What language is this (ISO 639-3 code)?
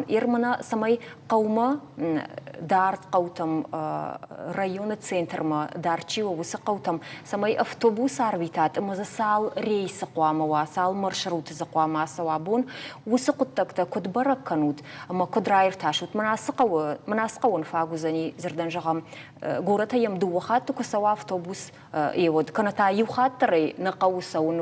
oss